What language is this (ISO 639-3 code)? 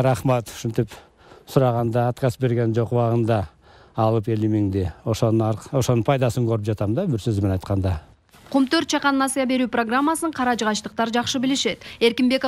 kir